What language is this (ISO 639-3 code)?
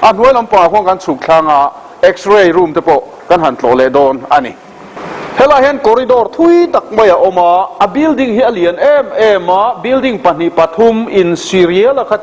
lus